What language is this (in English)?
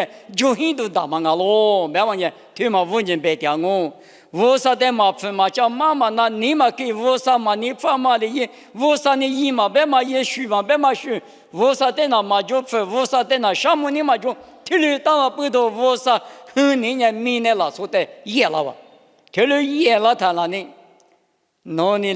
Lisu